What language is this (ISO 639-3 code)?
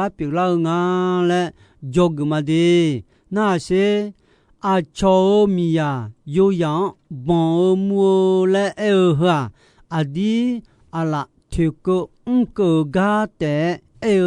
ahk